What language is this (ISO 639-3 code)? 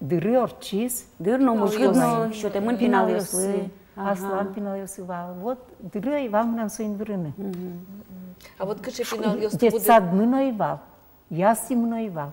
udm